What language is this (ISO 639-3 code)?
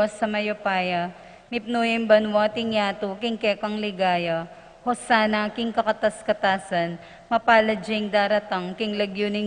pam